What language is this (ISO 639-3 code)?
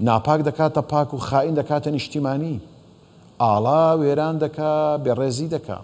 ckb